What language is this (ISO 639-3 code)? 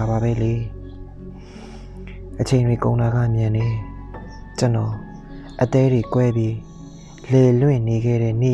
mya